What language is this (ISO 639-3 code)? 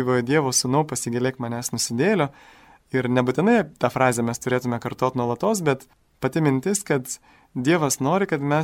lit